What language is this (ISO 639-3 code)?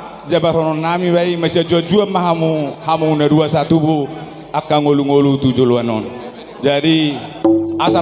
bbc